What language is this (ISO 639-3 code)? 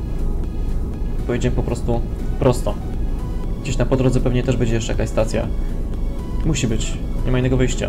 pol